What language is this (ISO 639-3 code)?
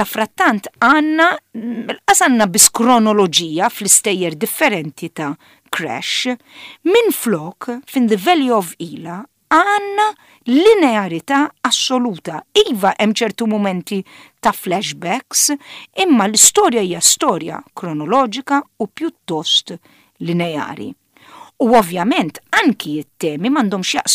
mlt